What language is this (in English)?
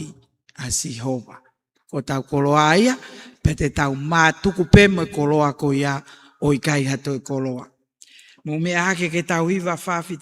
Tongan